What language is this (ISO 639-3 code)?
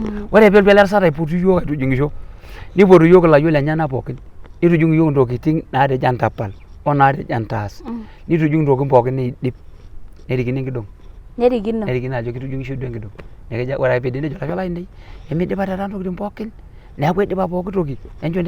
mas